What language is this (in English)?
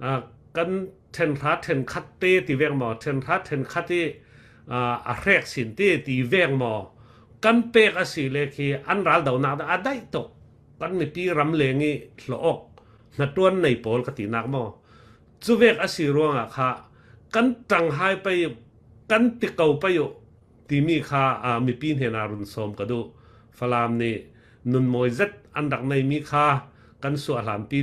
Falam Chin